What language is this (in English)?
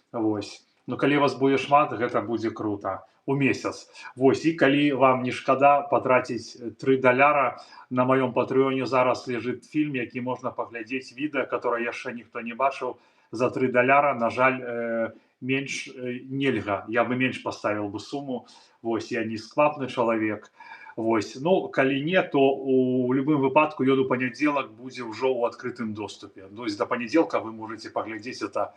Belarusian